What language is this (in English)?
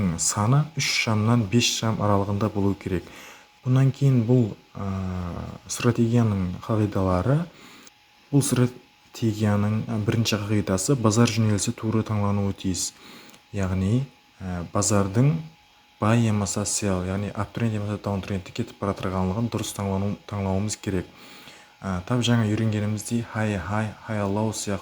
Kara-Kalpak